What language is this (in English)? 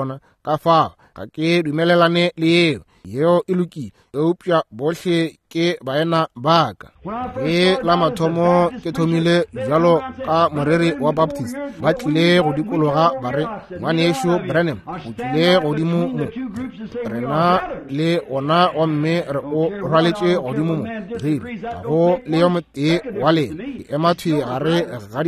Northern Sotho